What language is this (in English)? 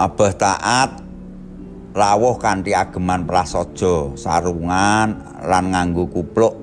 Javanese